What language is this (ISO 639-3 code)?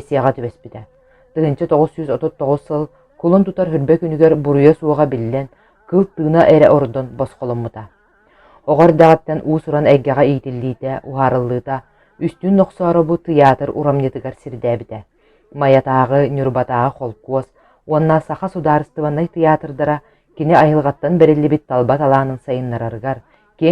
sah